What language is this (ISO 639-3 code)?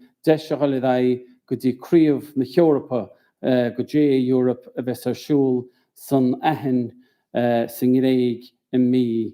gle